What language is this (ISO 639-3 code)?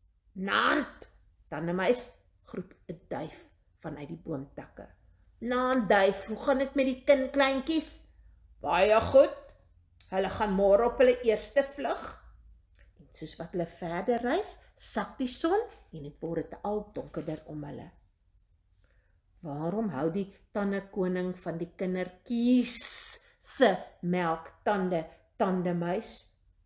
afr